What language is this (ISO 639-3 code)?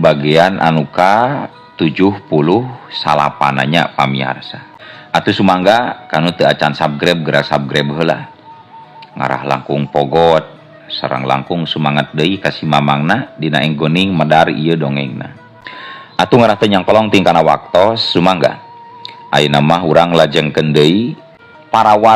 sun